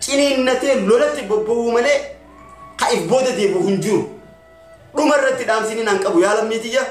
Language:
Oromo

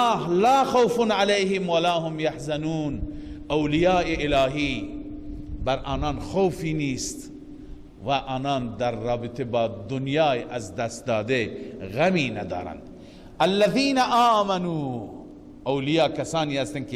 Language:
Persian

